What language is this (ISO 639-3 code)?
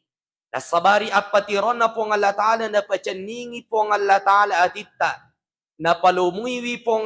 bug